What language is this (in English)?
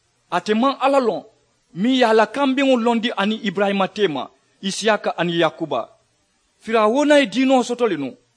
Mandingo